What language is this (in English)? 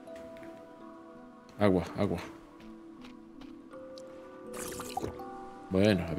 Spanish